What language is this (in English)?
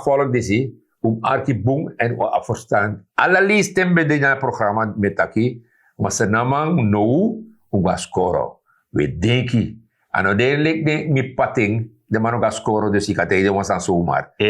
Sranan Tongo